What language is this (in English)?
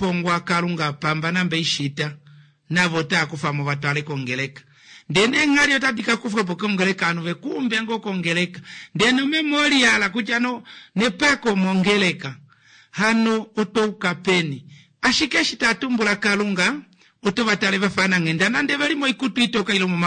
Kuanyama